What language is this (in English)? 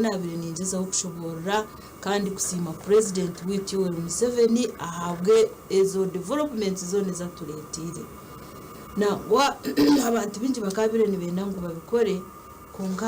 Nyankole